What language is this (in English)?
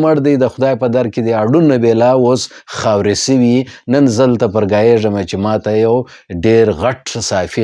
Pashto